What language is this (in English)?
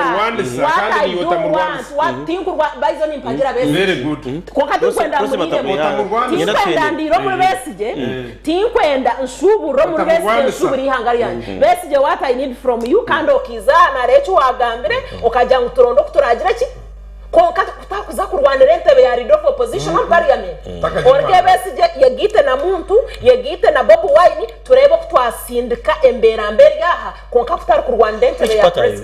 Nyankole